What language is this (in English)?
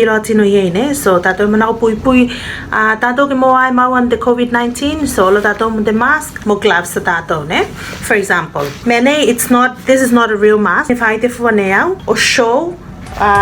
Tuvalu